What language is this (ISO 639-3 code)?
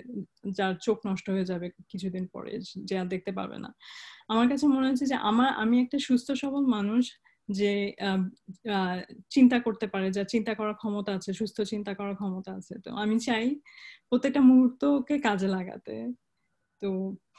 ben